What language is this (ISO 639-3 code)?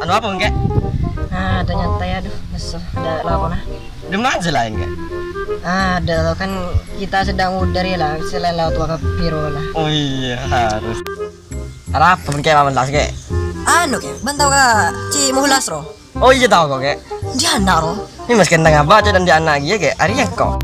mad